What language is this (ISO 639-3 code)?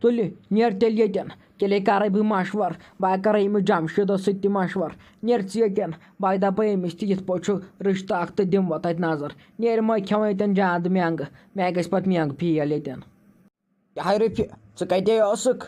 kas